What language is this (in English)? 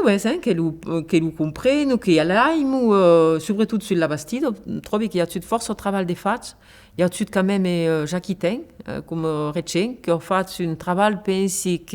Occitan